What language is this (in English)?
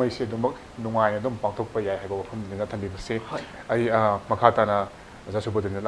Manipuri